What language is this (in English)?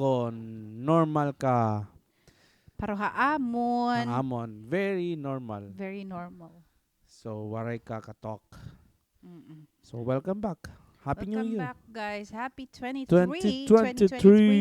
Waray